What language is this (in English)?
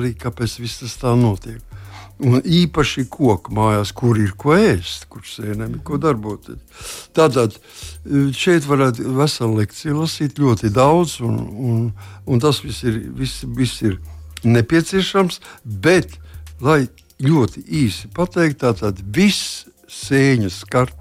Latvian